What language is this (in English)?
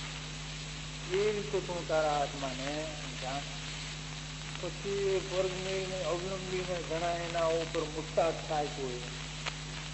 Gujarati